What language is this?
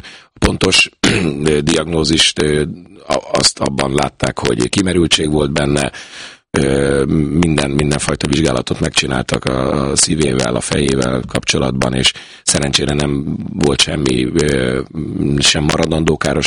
Hungarian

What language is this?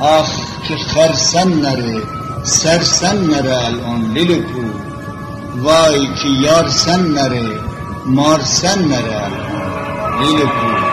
Gilaki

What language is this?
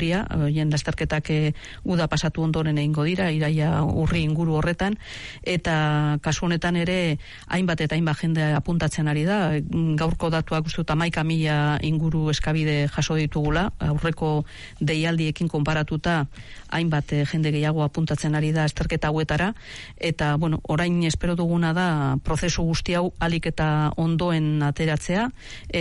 Basque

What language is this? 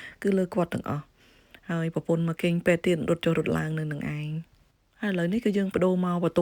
Khmer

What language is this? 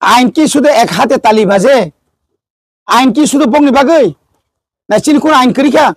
Kok Borok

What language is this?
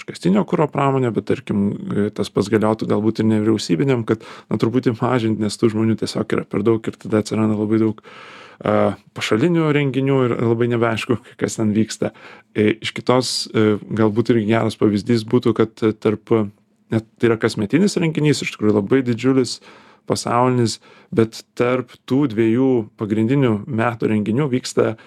Lithuanian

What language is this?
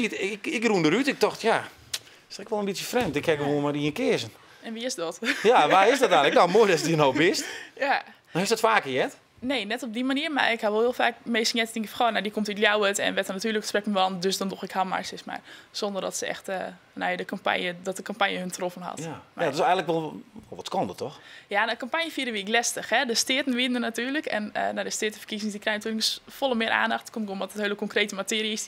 Western Frisian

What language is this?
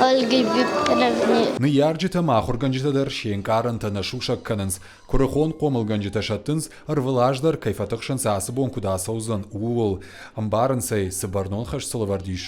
Ossetic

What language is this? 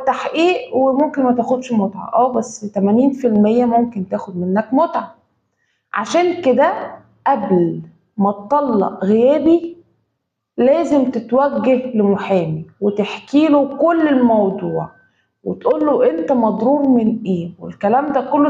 Egyptian Arabic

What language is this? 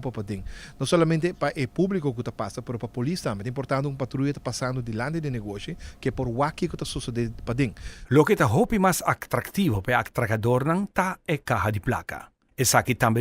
Papiamento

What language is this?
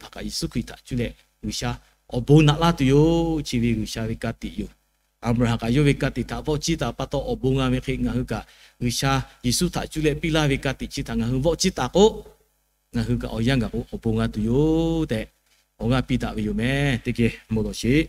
Lahu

